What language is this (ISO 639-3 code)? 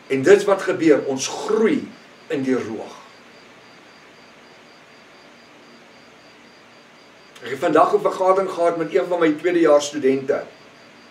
afr